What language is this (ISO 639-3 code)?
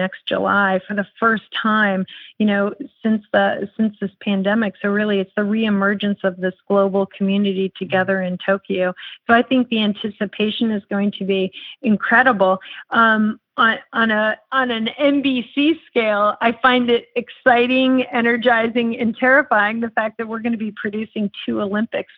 eng